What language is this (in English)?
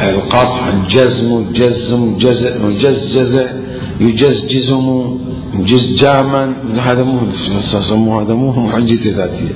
Mesopotamian Arabic